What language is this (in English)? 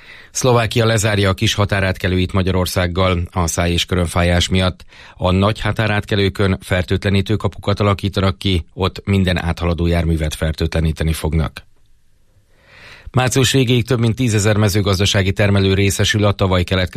Hungarian